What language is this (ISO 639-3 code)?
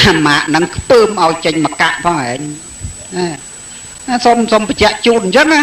khm